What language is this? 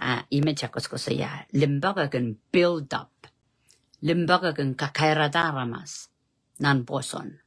Pohnpeian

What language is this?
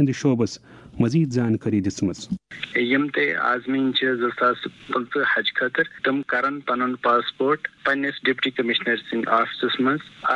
Kashmiri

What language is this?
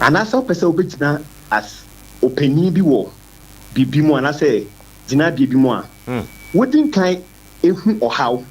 Akan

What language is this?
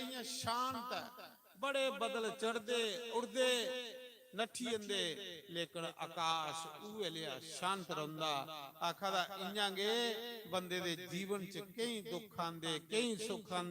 Dogri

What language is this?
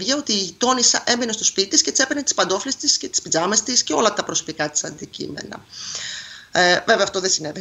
Greek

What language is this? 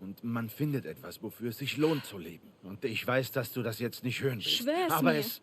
Bavarian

